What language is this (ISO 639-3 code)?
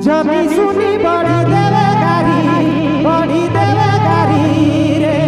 sck